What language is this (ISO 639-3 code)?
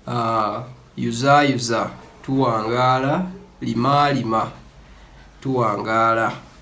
lug